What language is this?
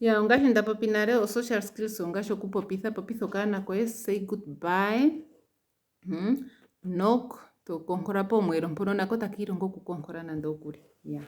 Ndonga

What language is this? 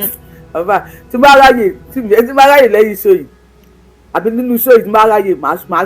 Yoruba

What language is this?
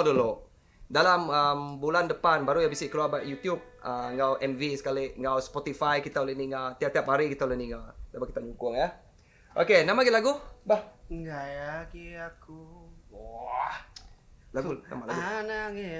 Iban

